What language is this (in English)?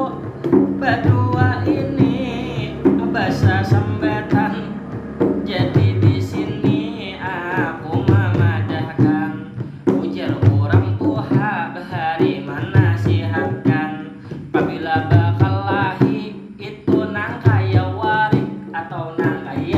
Banjar